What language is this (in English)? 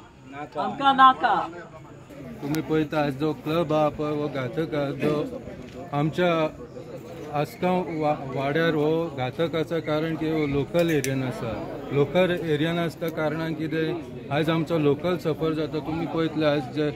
Konkani